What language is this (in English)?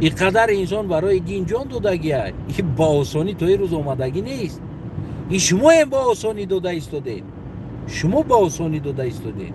Tajik